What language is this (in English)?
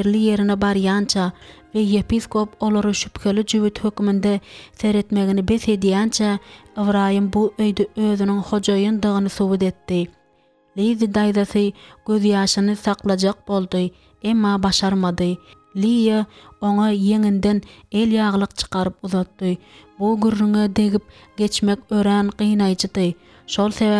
Turkmen